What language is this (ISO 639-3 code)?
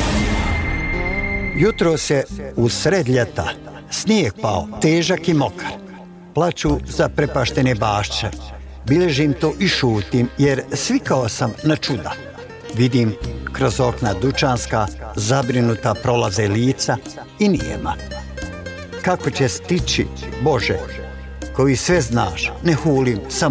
bos